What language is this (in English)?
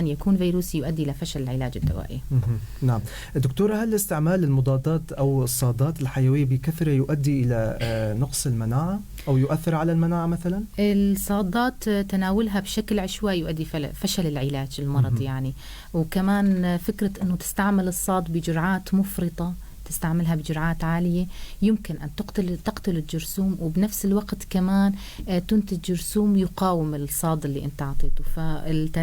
North Levantine Arabic